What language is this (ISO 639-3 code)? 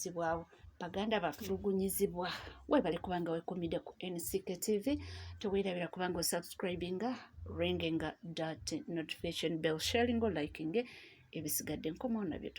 lug